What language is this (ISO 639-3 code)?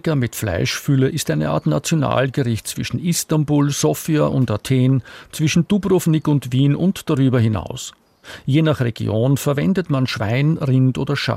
deu